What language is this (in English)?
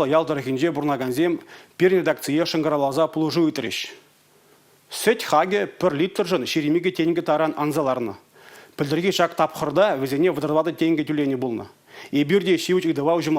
Chuvash